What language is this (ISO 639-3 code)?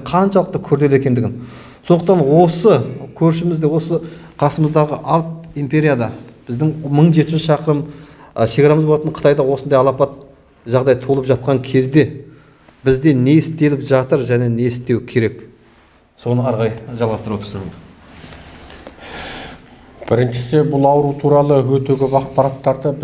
kaz